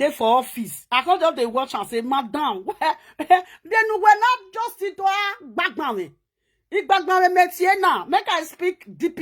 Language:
Nigerian Pidgin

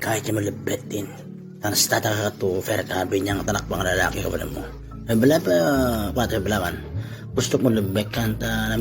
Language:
Itawit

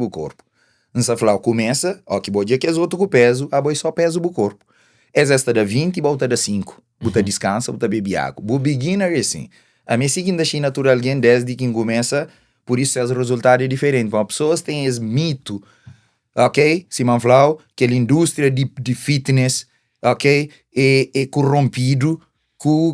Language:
Kabuverdianu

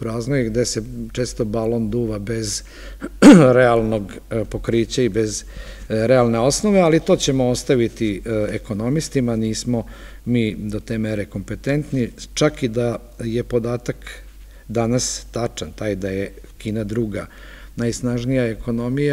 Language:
Serbian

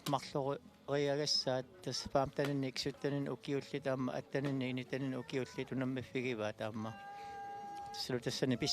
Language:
Kalaallisut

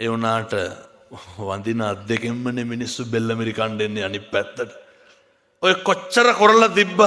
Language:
Sinhala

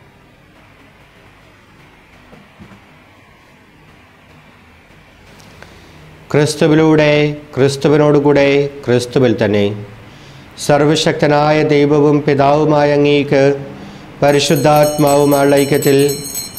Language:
Malayalam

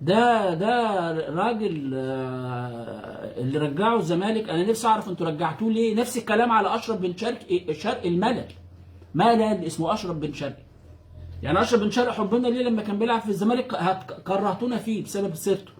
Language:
Egyptian Arabic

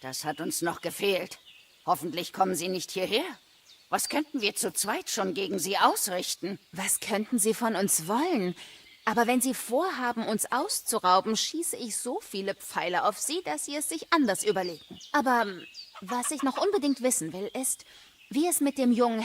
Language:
Bavarian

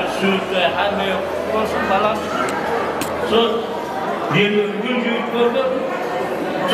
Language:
Kazakh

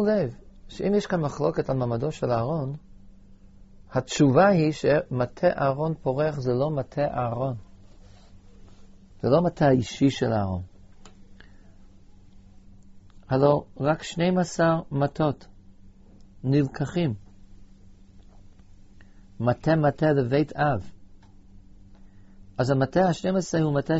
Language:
Hebrew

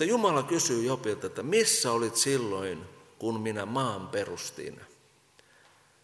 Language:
Finnish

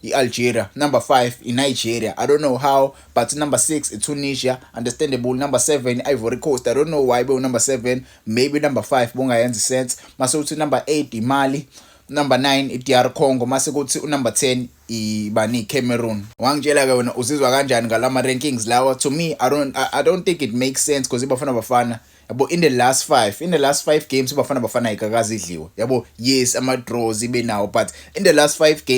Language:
Zulu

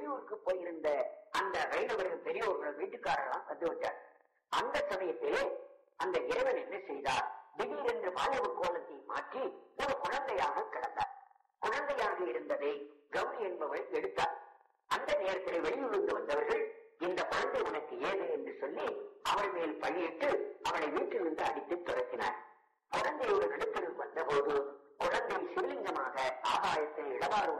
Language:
Tamil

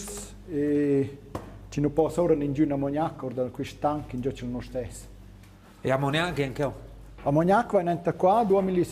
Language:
Romansh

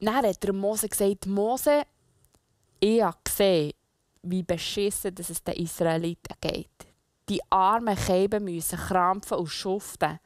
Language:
Swiss German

